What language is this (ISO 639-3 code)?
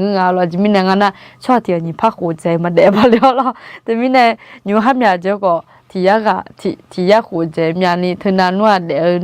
ahk